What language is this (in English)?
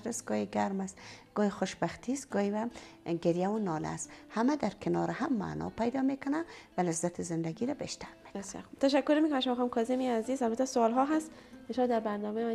Persian